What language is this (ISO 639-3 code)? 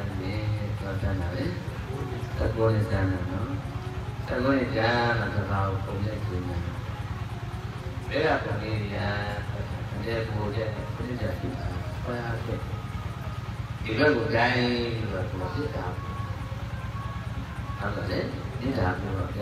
mya